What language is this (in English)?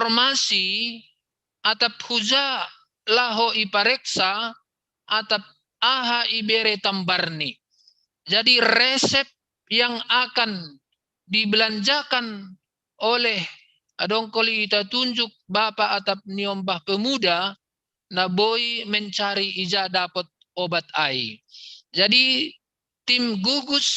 Batak Simalungun